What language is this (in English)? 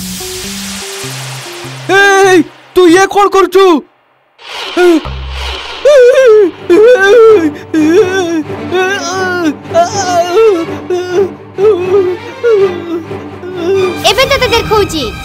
Odia